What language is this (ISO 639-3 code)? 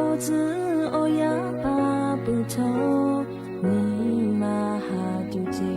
lhu